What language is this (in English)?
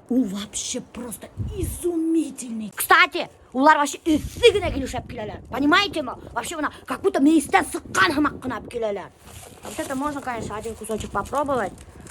Bashkir